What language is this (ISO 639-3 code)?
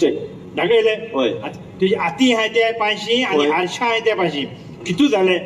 kok